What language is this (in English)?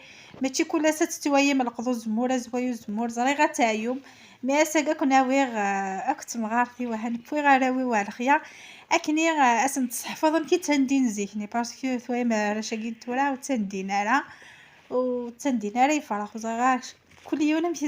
Kabyle